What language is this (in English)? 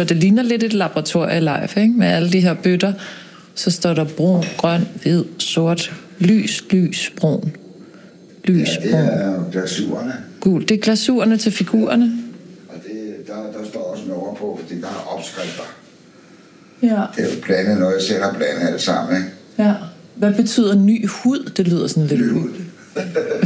Danish